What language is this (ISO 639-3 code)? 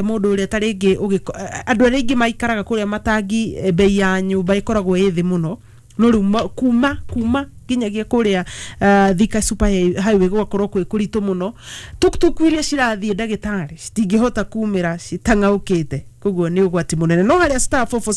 kik